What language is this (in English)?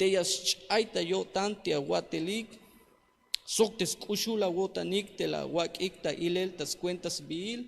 Tzeltal